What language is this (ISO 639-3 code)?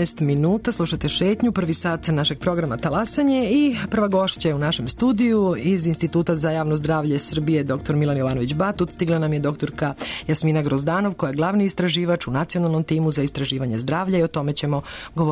srp